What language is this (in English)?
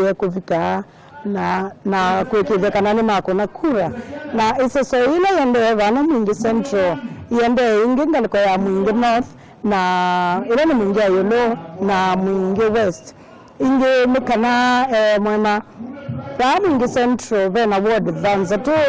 Kamba